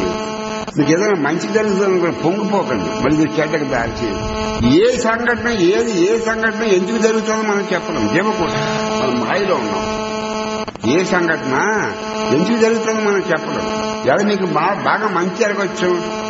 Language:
Telugu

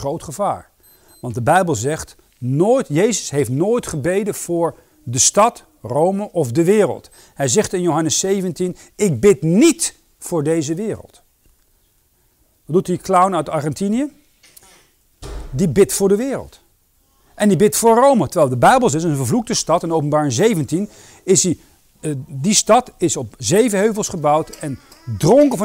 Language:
Dutch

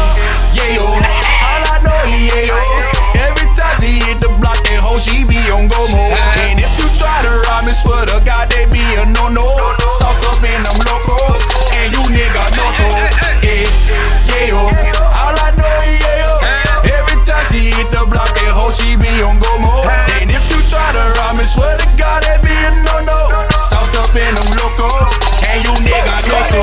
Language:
English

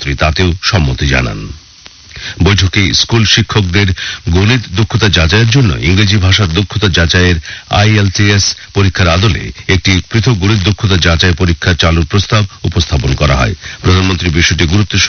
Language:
Bangla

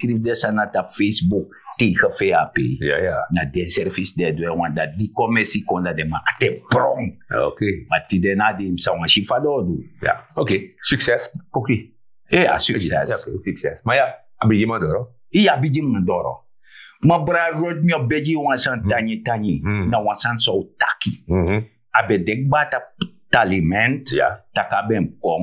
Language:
Sranan Tongo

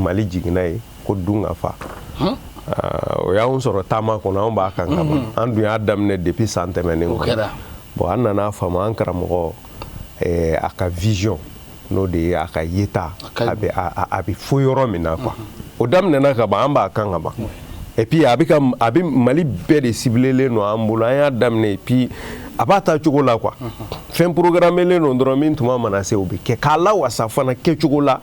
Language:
Bambara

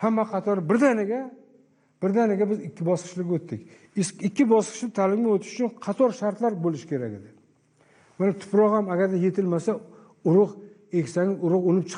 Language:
Uzbek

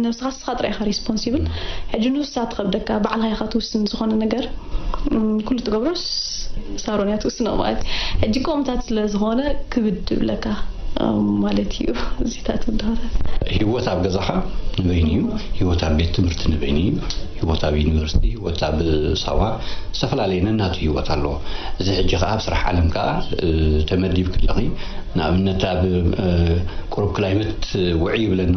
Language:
Tigrinya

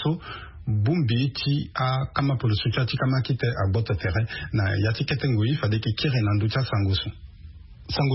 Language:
Sango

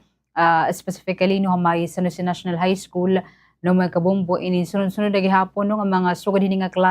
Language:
Waray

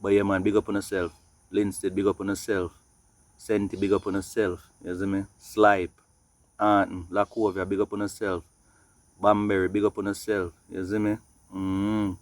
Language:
Jamaican Creole English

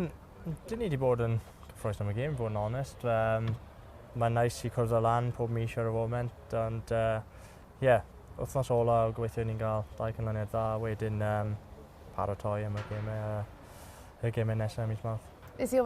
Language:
Welsh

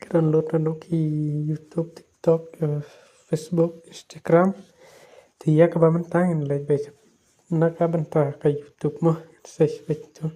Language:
Khasi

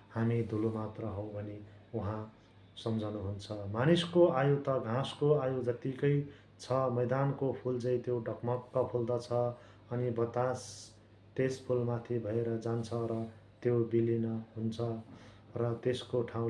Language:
Nepali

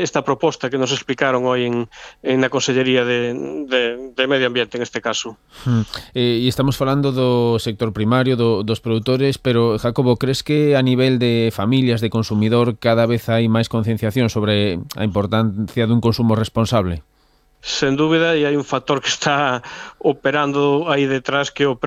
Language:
Galician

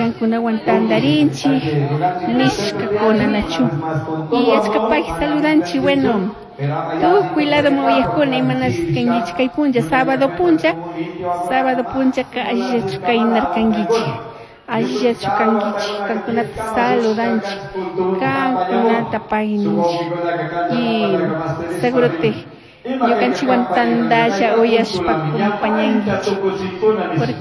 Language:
Chimborazo Highland Quichua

